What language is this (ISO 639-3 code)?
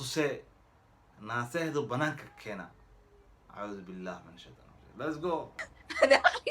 som